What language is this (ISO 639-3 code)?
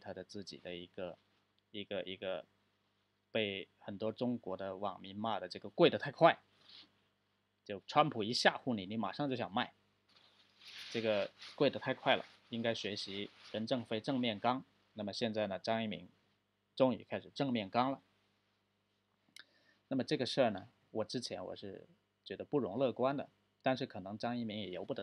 zho